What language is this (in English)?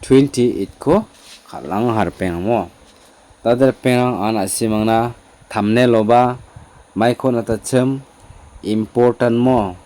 Garo